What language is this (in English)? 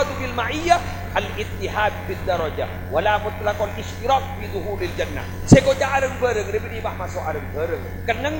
Madurese